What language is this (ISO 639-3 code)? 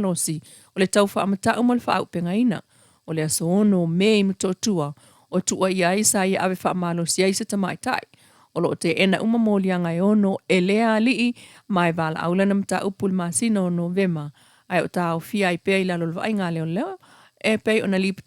smo